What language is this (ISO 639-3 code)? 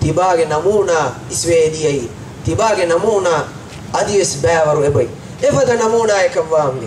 div